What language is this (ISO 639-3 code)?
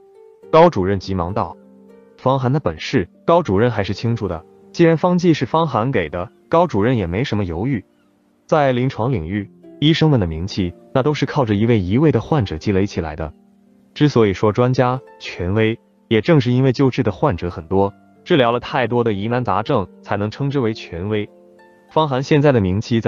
zho